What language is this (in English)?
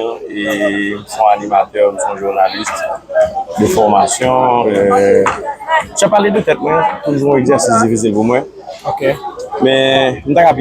Haitian Creole